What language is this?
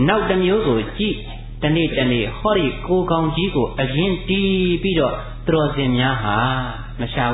Burmese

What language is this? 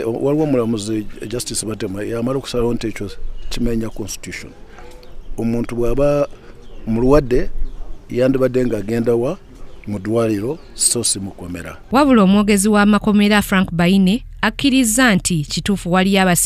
Ganda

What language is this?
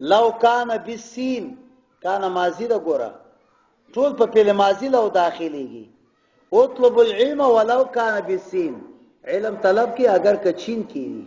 Pashto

